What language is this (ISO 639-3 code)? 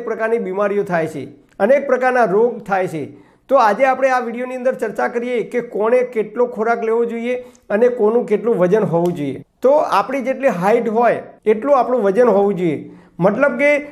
guj